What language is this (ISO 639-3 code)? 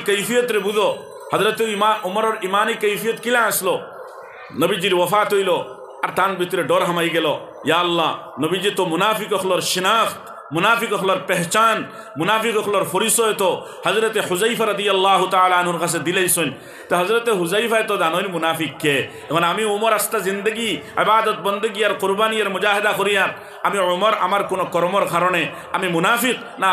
syl